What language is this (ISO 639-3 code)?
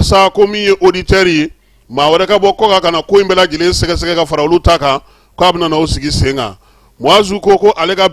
bam